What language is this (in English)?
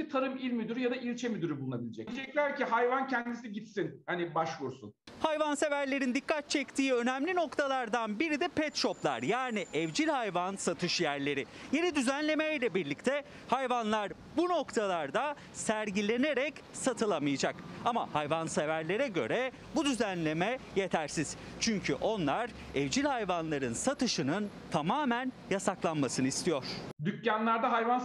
Turkish